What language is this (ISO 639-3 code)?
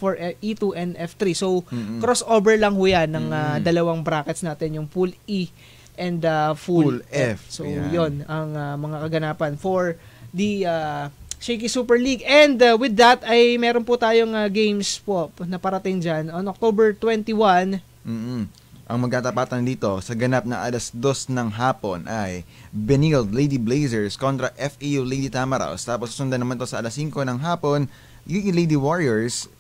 fil